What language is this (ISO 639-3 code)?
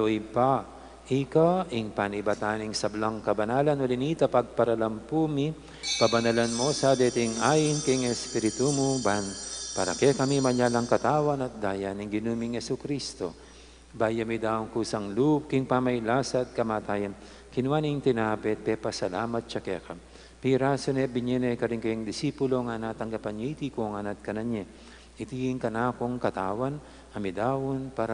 pam